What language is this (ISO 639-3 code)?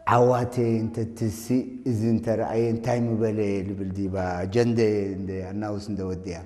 tir